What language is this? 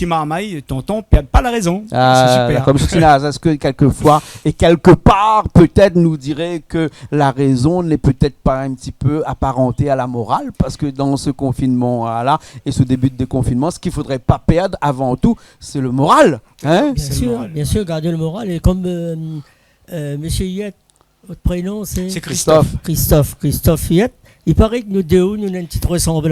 Réunion Creole French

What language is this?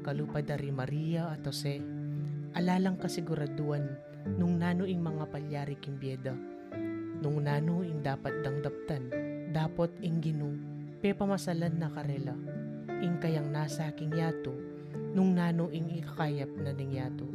Pampanga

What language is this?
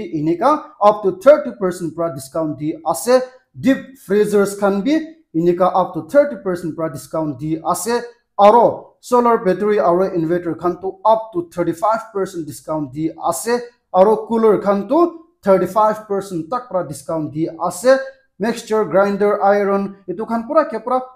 Naga Pidgin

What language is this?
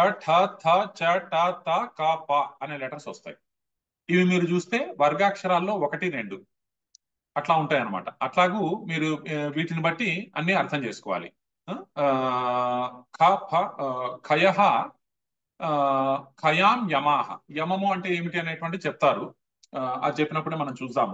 Telugu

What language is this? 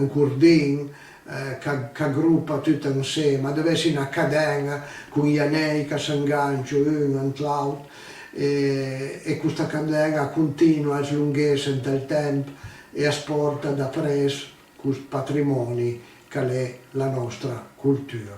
Piedmontese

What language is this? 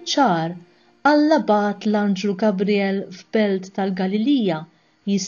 Maltese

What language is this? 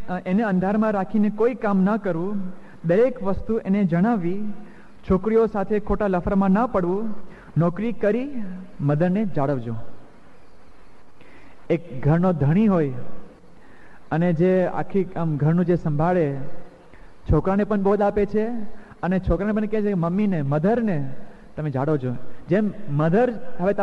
Gujarati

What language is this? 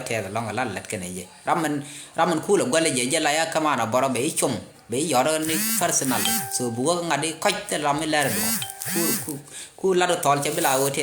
Nuer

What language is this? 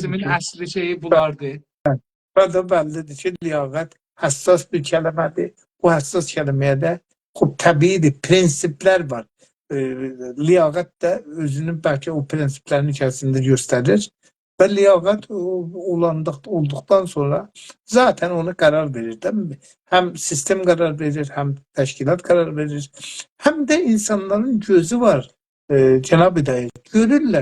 South Azerbaijani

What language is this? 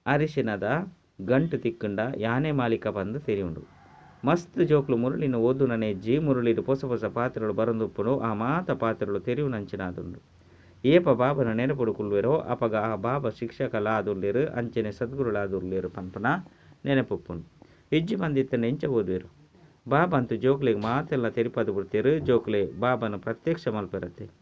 Tulu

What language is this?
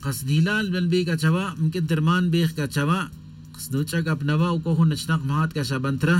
Tz'utujil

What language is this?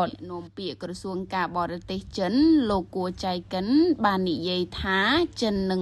Khmer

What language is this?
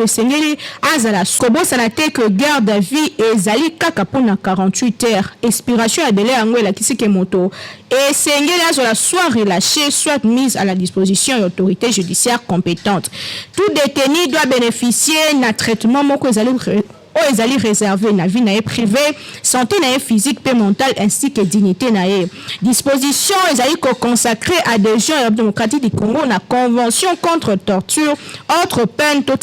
Lingala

